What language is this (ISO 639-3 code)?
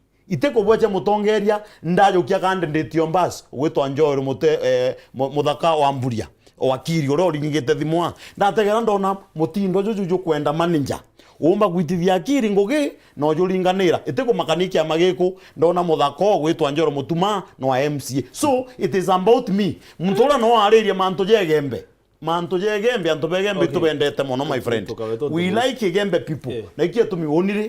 mer